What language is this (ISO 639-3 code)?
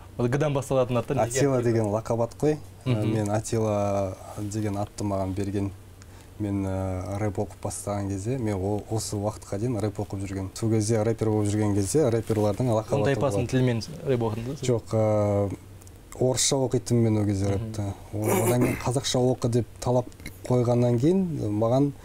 kaz